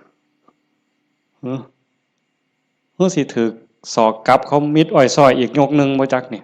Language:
Northeastern Thai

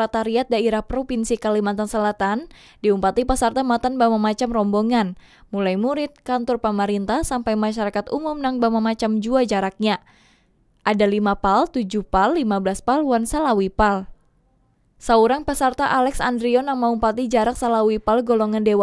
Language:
Banjar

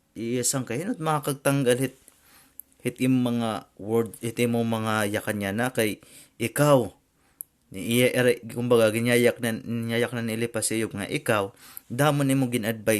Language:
Waray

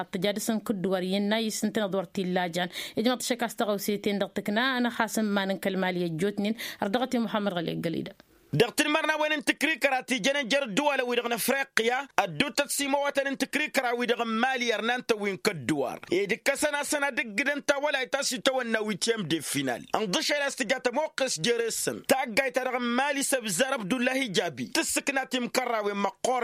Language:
Tamasheq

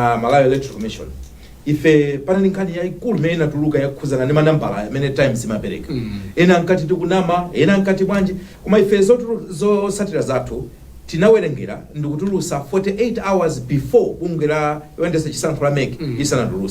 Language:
Nyanja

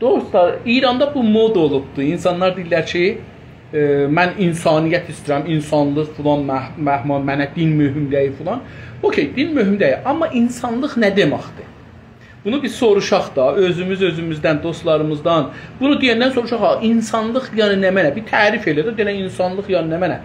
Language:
South Azerbaijani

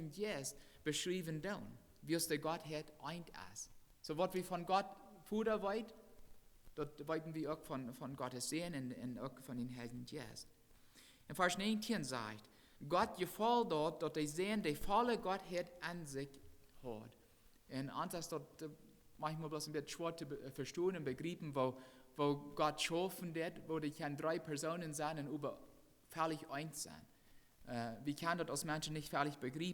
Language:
Plautdietsch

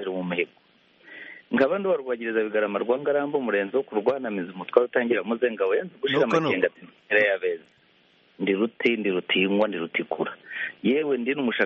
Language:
Kinyarwanda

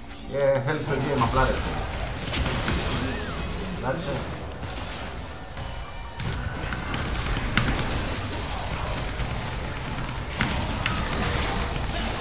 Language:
Greek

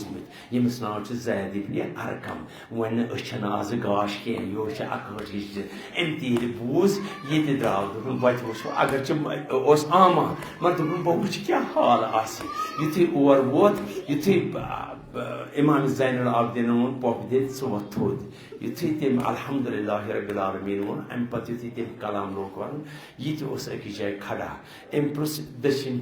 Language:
Kashmiri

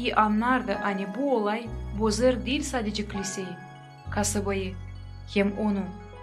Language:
Gagauz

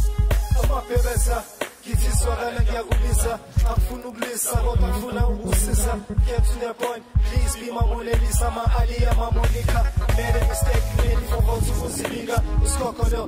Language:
Zulu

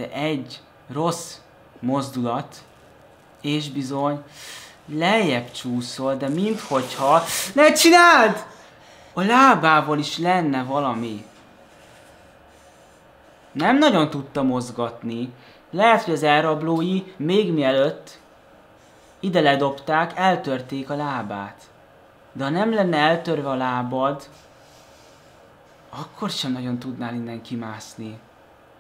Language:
Hungarian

